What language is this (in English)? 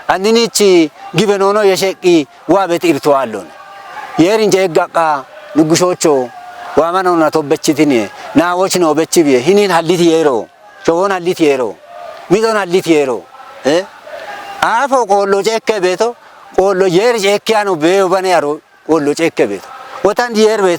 Kafa